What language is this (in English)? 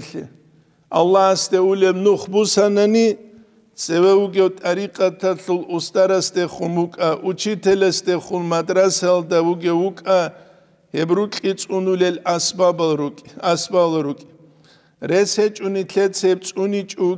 Avaric